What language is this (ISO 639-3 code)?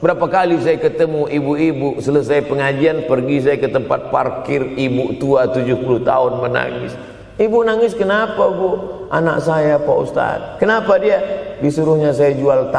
ind